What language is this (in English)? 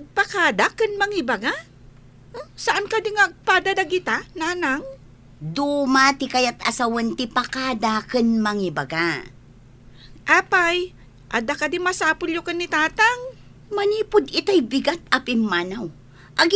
Iloko